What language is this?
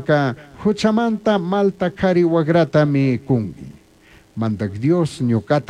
Chimborazo Highland Quichua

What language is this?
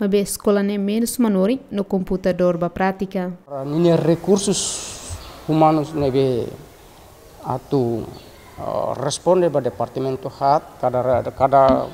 Tetum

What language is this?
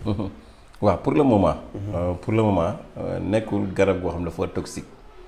Wolof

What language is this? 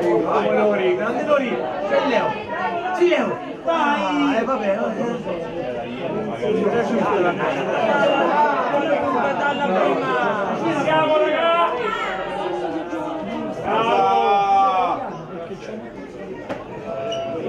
Italian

